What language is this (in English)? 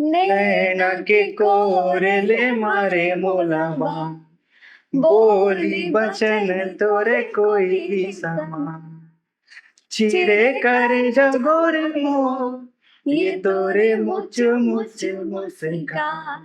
Chhattisgarhi